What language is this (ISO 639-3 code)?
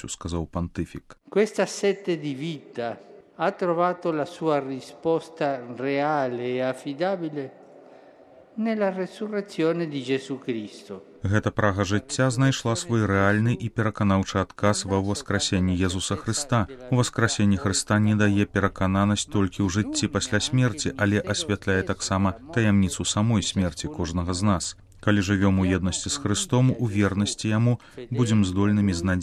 bel